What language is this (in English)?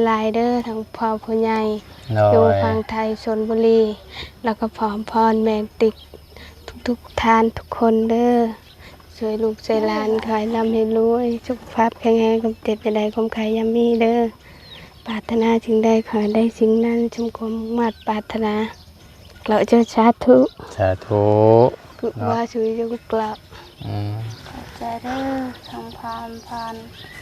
Northeastern Thai